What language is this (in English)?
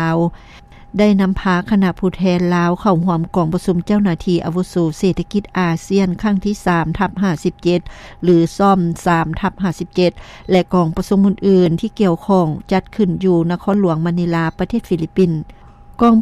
Lao